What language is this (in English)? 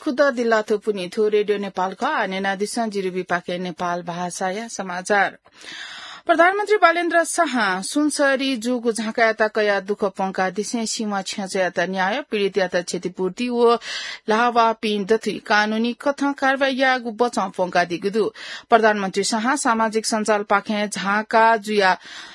Newari